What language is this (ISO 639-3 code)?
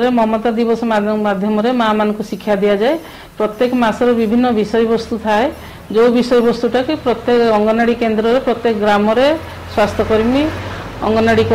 ori